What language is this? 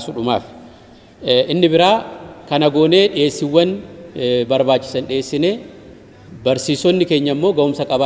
Oromo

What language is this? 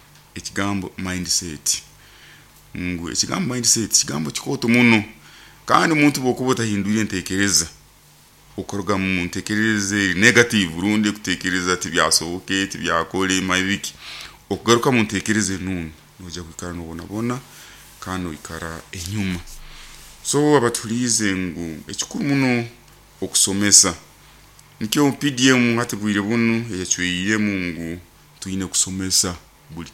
Nyoro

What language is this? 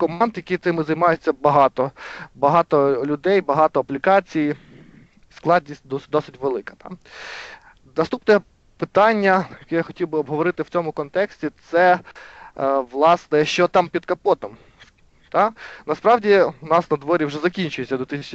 Ukrainian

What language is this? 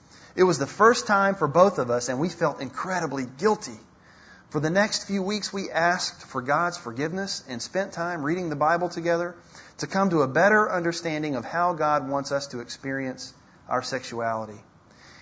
English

